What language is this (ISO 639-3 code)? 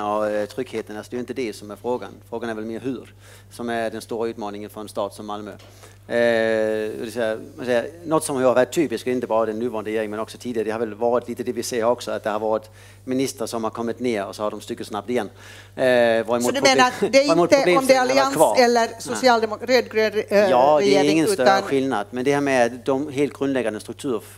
swe